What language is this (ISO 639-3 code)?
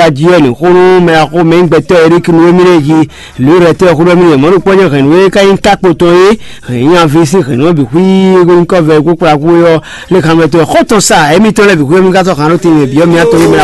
fon